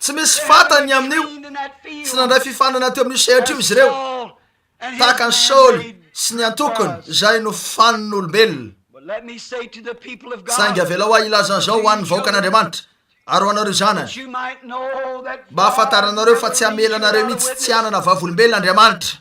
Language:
Malagasy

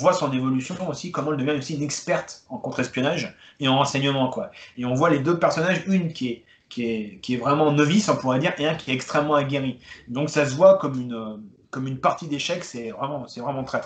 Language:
French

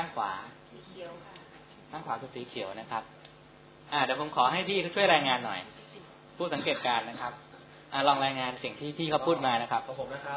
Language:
Thai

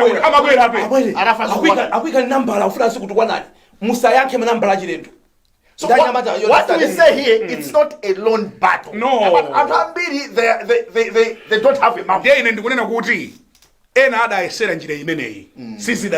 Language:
Nyanja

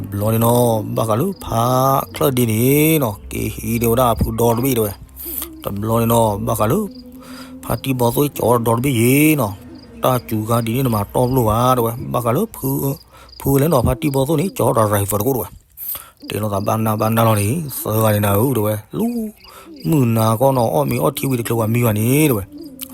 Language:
S'gaw Karen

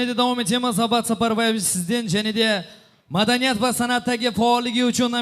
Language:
Kara-Kalpak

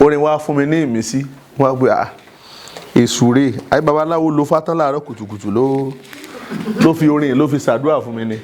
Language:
Yoruba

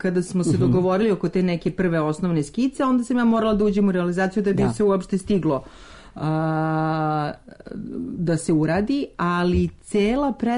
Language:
Serbian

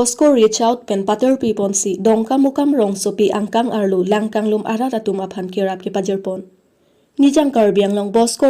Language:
Karbi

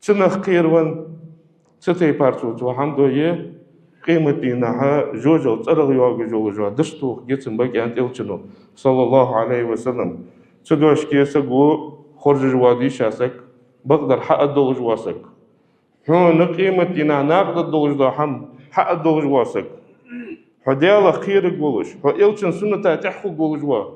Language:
Ingush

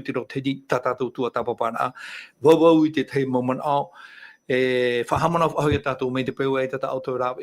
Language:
Tahitian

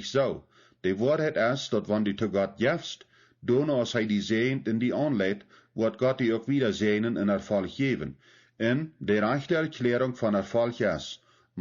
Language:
Plautdietsch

